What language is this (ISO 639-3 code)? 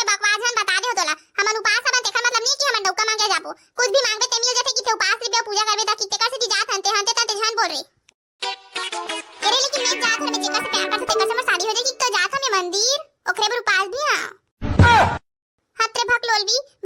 hne